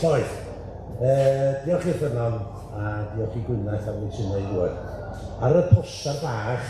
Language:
Welsh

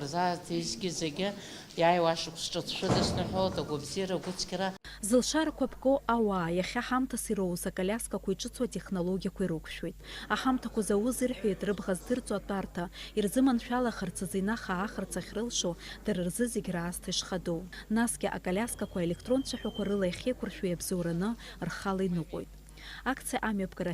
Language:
Abkhazian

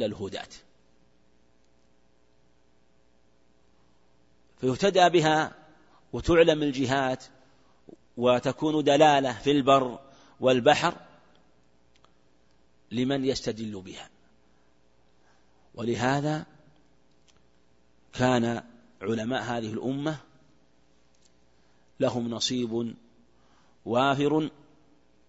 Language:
Arabic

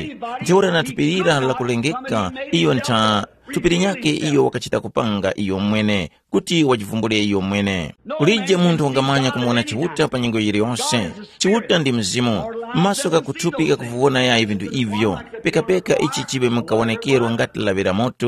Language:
Tumbuka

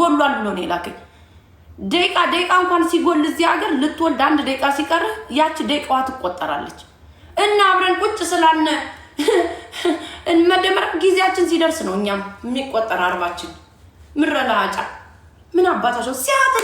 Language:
Amharic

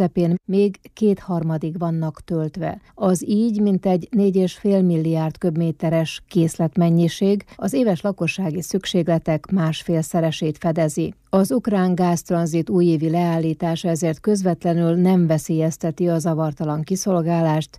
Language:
Hungarian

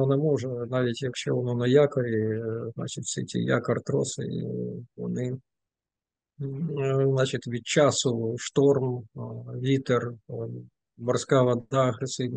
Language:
Ukrainian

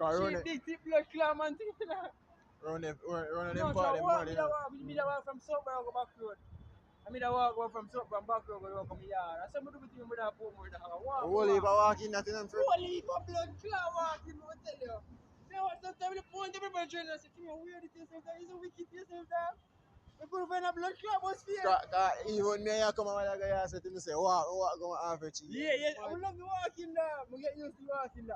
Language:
Jamaican Creole English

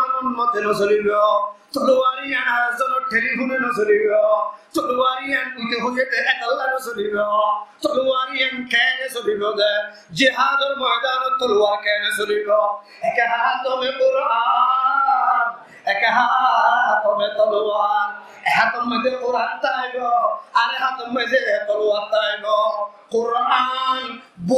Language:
Rohingya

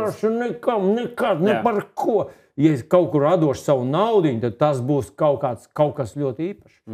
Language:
Latvian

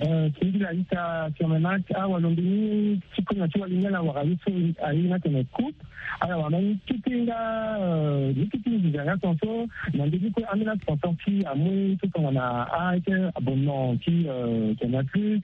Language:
Sango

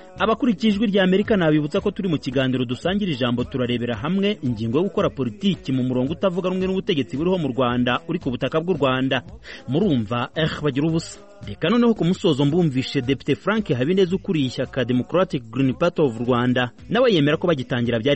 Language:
Kinyarwanda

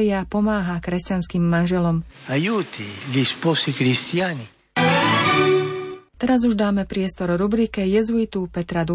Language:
Slovak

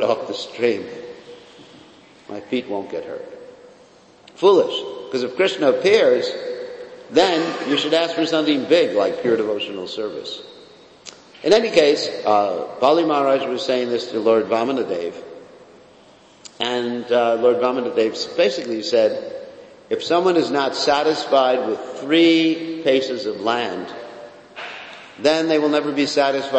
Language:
English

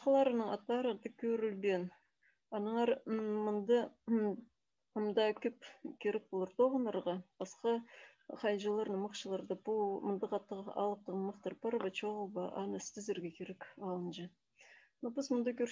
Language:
Khakas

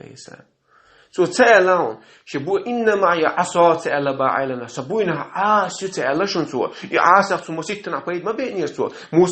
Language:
Chechen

